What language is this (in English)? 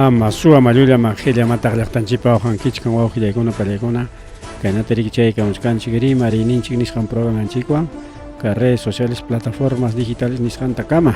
Ayacucho Quechua